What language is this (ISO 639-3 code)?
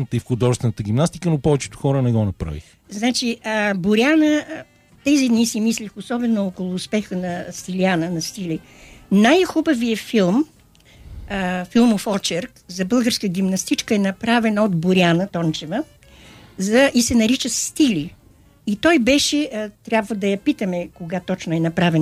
bul